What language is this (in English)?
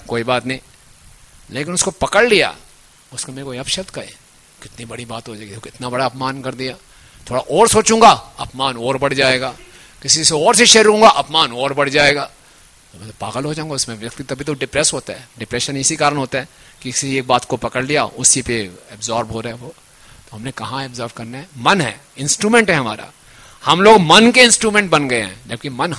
Hindi